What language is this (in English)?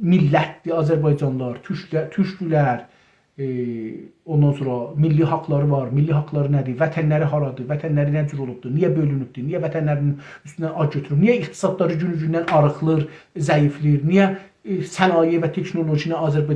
South Azerbaijani